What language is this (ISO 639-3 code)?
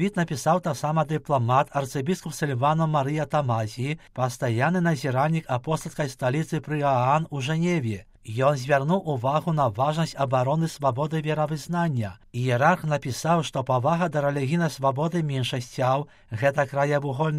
bel